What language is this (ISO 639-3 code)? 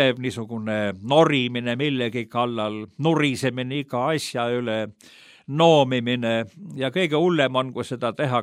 est